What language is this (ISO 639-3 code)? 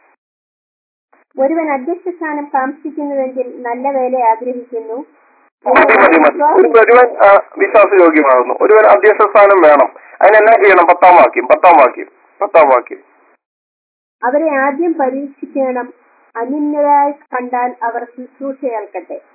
mal